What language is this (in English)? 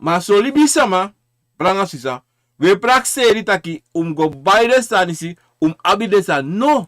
Sranan Tongo